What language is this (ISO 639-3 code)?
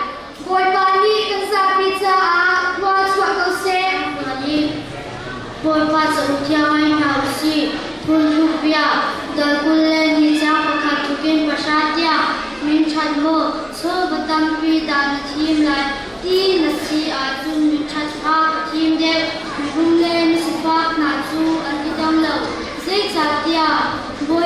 cnh